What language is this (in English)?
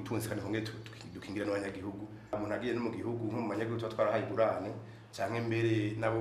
Rundi